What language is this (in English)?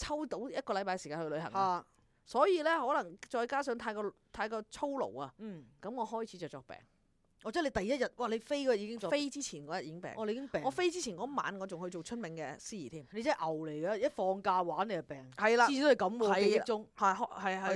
Cantonese